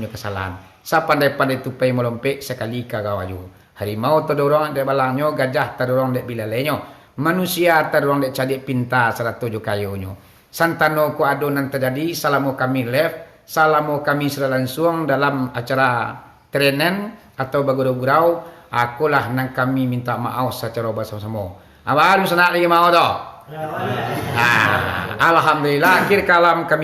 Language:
Minangkabau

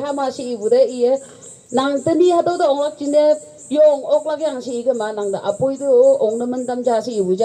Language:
Naga Pidgin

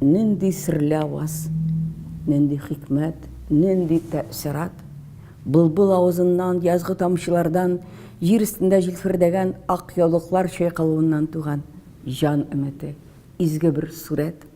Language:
Tatar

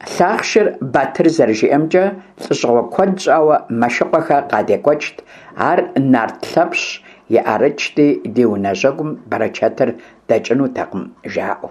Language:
Kabardian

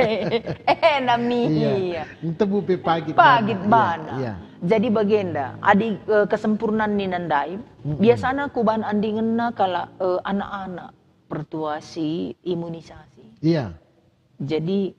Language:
Batak Karo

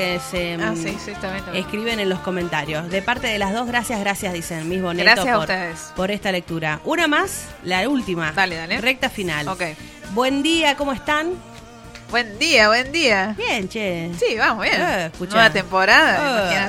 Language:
Spanish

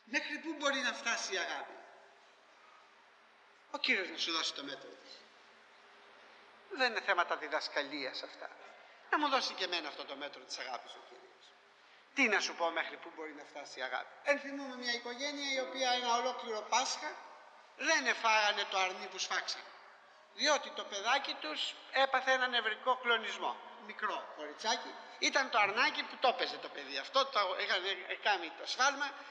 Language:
Greek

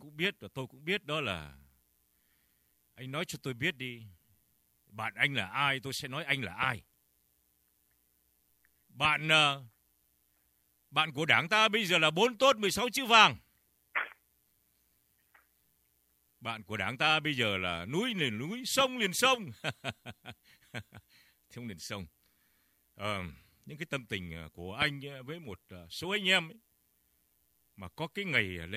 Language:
Vietnamese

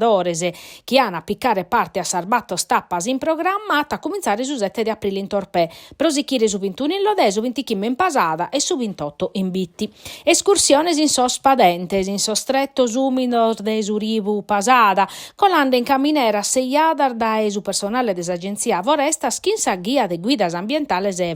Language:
Sardinian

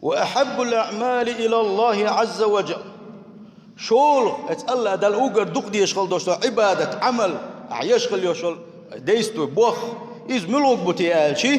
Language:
Chechen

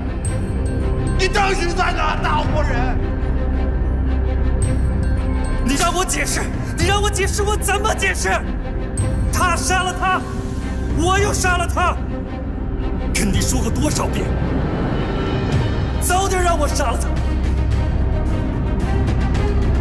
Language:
Chinese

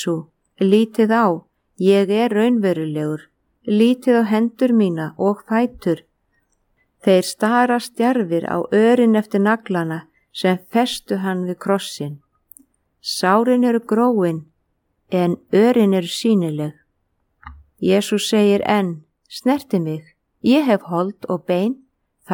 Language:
Icelandic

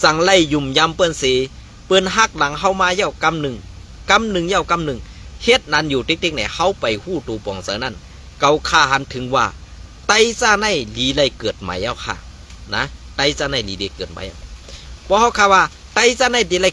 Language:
Shan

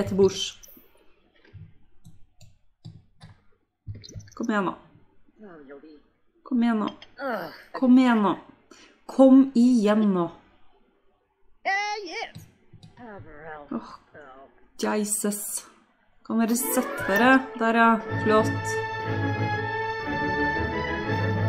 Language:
Norwegian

